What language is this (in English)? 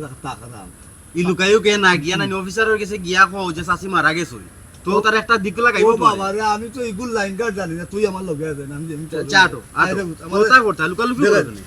Sylheti